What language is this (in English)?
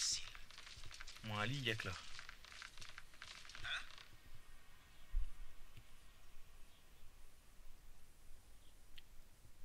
French